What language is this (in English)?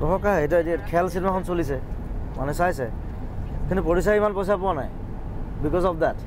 Assamese